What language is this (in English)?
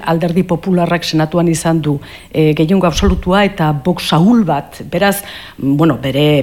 Basque